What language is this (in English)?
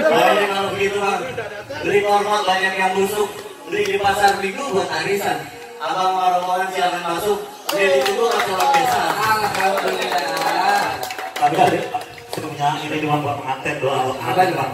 Betawi